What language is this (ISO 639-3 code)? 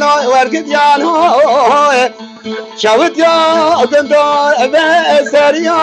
kur